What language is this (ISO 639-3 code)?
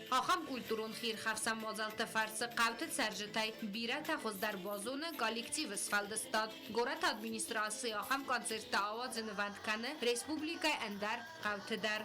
oss